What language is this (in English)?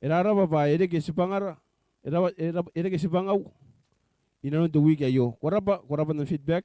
Gilbertese